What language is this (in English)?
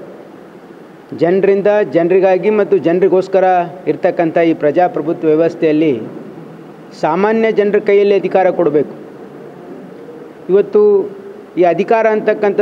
Kannada